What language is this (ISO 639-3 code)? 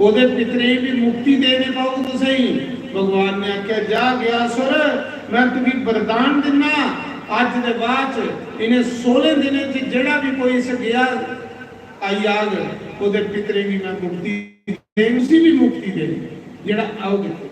doi